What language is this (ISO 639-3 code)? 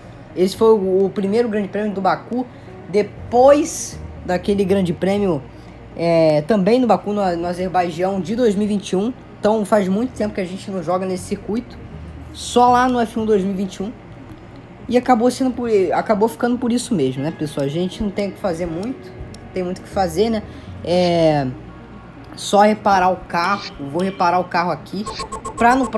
por